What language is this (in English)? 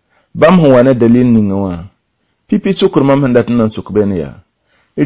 Mossi